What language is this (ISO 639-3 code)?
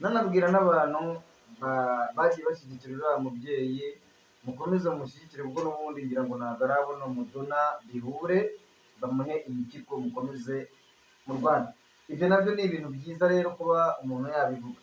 kin